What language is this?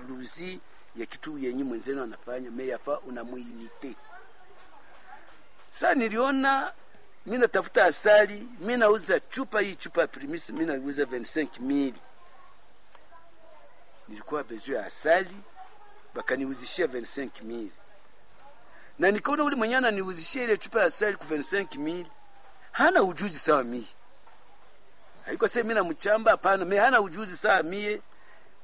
Swahili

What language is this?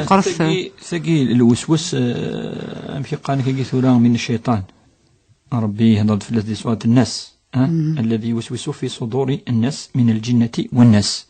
Kabyle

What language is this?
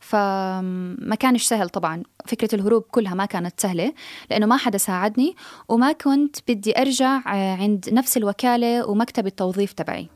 North Levantine Arabic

